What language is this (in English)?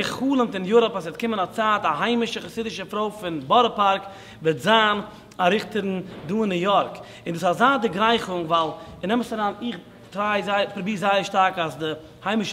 Yiddish